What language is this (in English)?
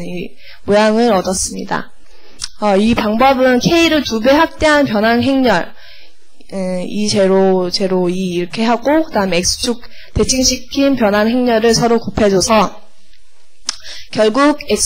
Korean